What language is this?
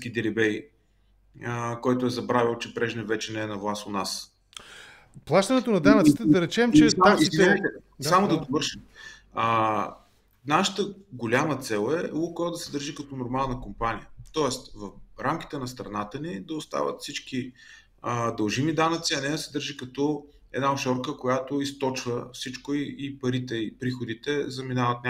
Bulgarian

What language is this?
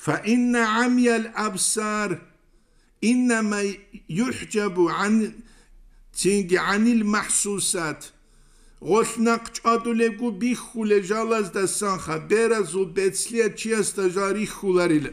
Avaric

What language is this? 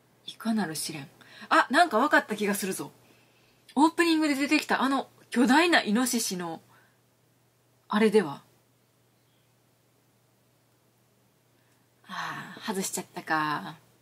Japanese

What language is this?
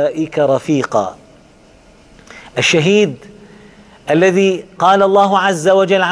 Arabic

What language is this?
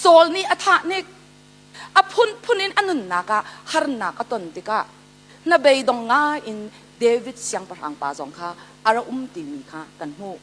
Hakha Chin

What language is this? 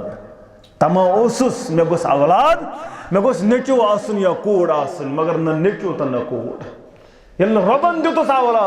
Kashmiri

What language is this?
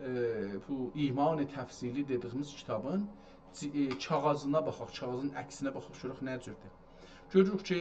South Azerbaijani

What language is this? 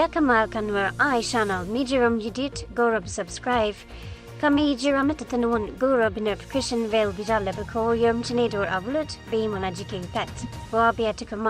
Nuer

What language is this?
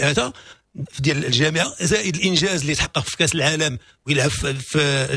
Moroccan Arabic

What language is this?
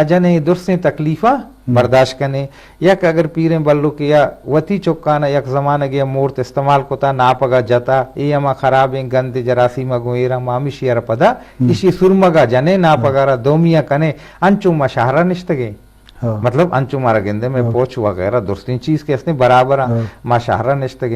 Eastern Balochi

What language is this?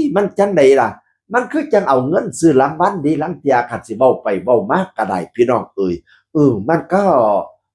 Northeastern Thai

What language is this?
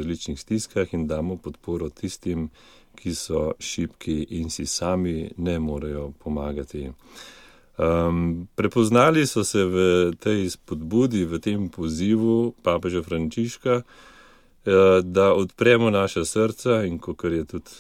Slovenian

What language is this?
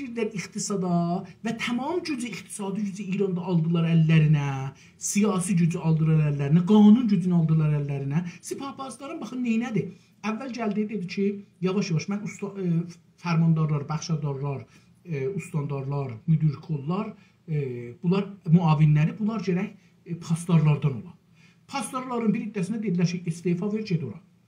South Azerbaijani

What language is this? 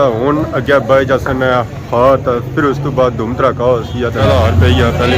Pahari-Potwari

